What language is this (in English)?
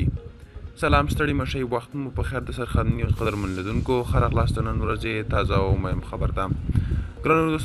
Pashto